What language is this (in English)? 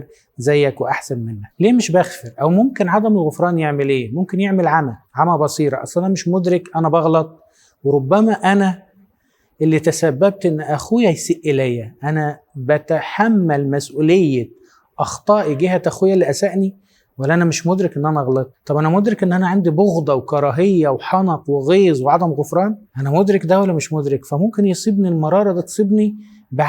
Egyptian Arabic